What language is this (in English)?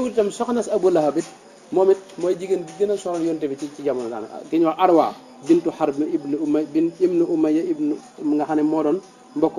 Wolof